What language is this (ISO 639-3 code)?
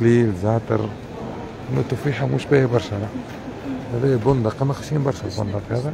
aeb